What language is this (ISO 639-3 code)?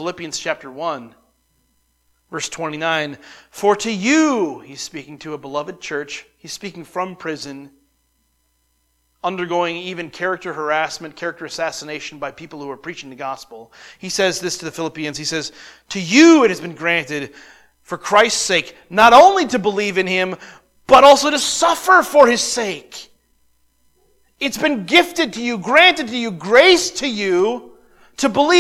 eng